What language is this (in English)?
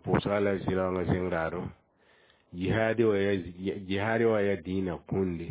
Mossi